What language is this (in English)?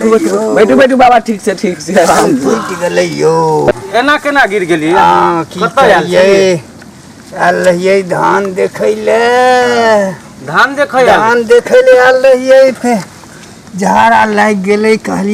Maithili